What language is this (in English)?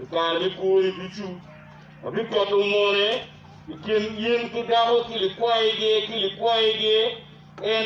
Acoli